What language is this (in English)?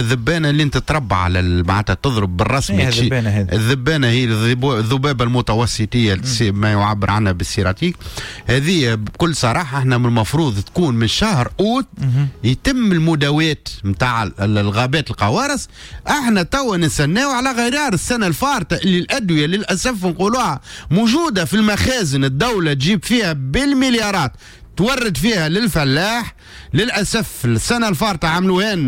Tunisian Arabic